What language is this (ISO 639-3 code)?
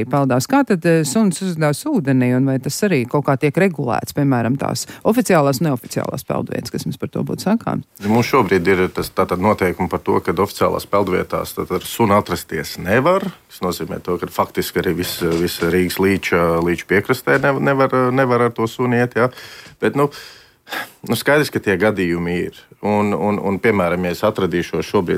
lav